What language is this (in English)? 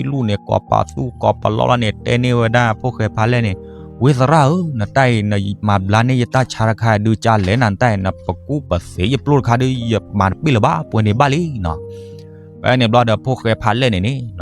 S'gaw Karen